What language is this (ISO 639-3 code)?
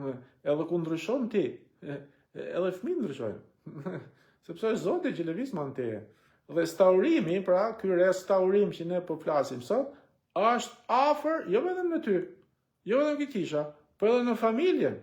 sqi